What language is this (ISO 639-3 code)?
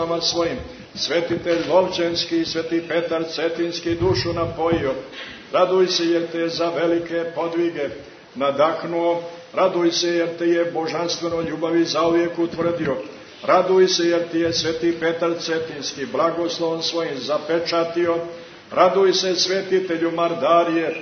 srp